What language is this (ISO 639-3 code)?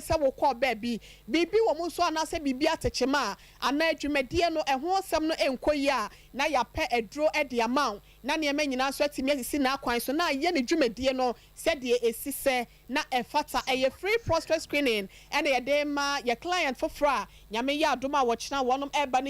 aka